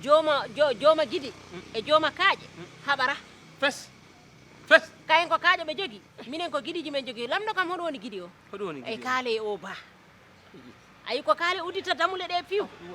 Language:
Fula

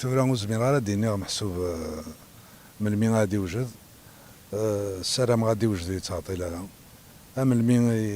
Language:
Kabyle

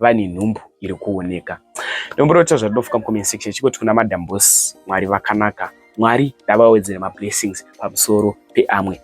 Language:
Shona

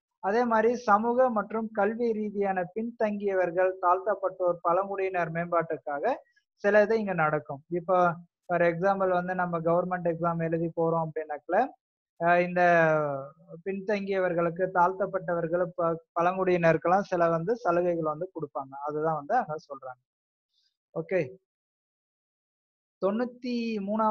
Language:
Tamil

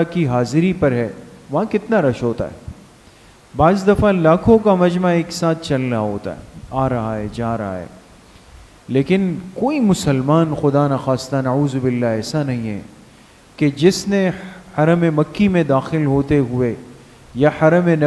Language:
Urdu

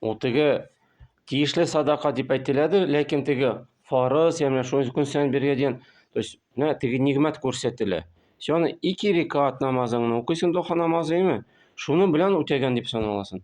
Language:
Tatar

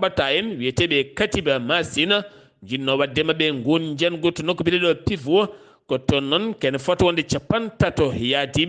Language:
Fula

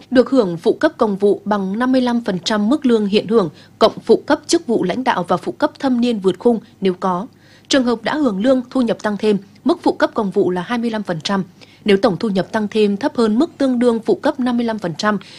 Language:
Vietnamese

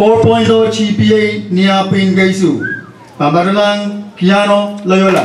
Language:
Pohnpeian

